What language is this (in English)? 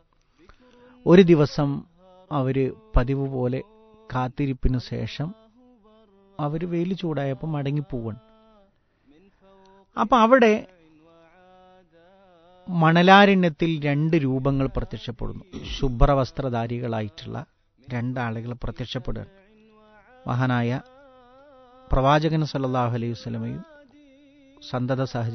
Malayalam